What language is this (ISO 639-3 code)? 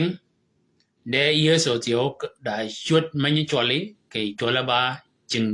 shk